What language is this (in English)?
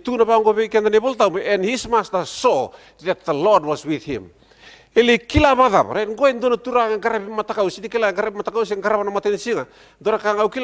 Fijian